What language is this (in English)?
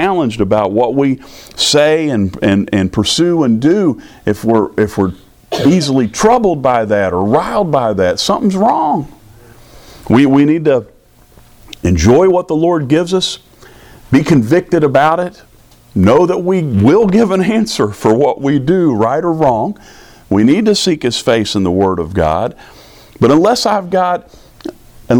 English